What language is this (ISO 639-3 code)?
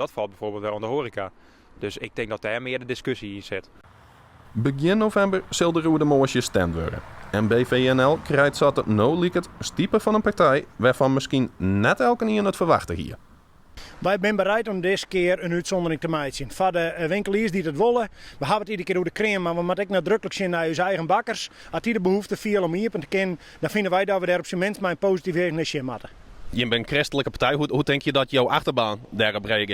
fry